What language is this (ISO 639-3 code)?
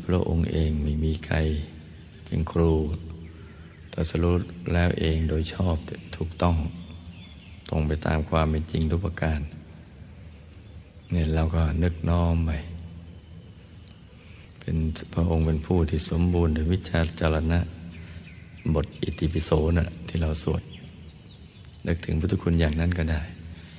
tha